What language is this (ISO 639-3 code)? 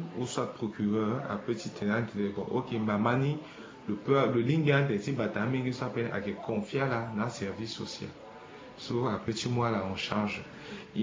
sag